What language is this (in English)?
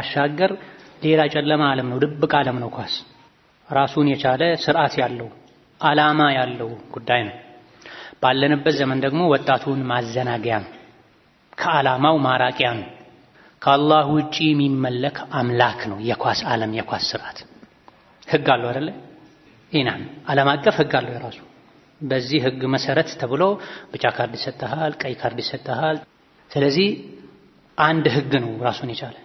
Amharic